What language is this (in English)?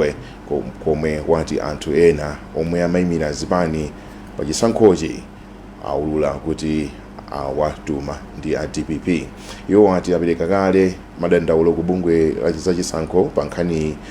Nyanja